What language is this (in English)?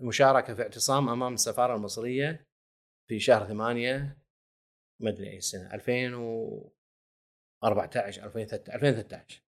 Gulf Arabic